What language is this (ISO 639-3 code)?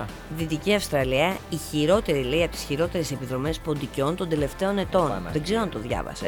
ell